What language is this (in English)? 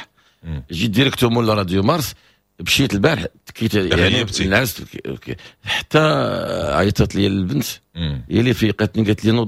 Moroccan Arabic